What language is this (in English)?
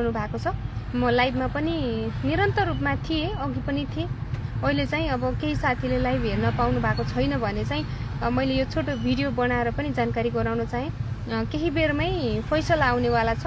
Nepali